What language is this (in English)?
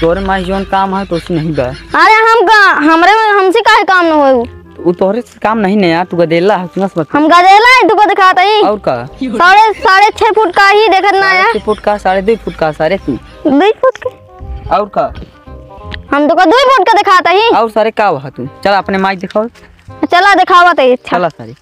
Awadhi